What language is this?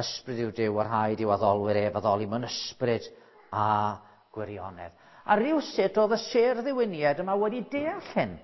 Welsh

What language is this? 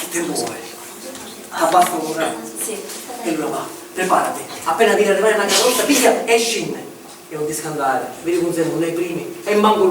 Sicilian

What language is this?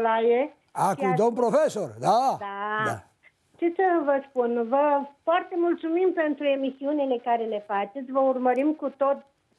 Romanian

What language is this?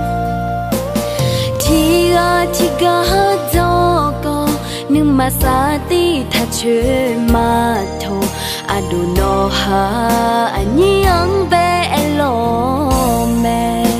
Vietnamese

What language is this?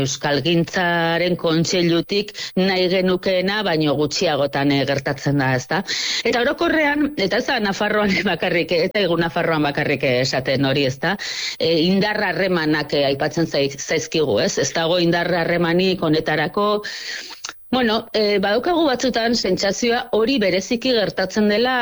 Basque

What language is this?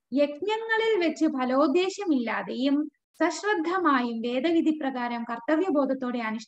Malayalam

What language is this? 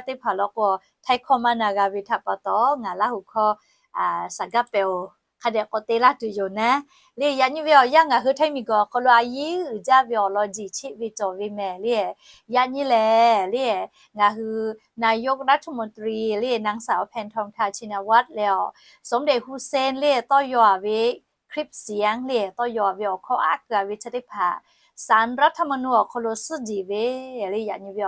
Lahu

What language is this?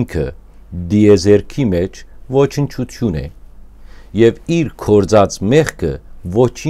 Western Armenian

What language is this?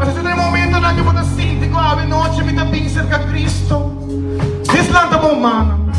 Papiamento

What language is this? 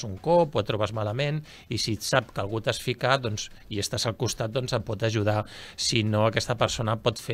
Catalan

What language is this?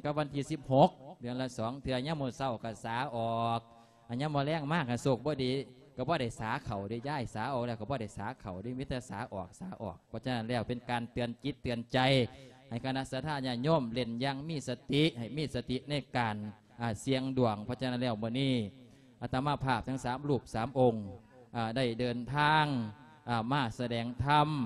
Lao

